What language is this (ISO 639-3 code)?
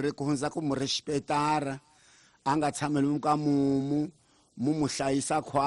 tso